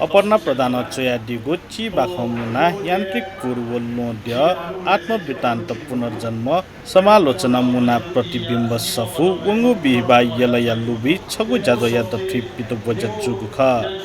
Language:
Newari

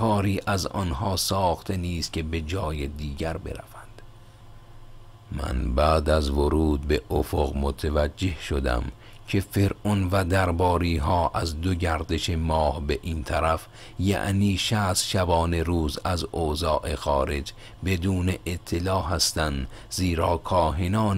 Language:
Persian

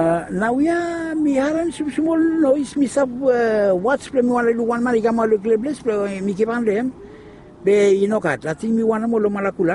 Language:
Bislama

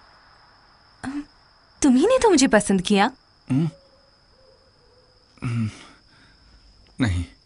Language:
Hindi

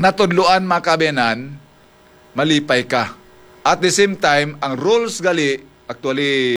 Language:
Hiligaynon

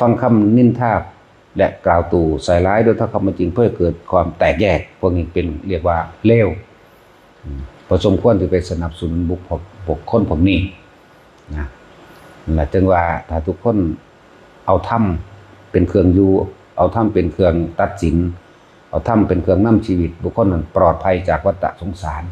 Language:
Northeastern Thai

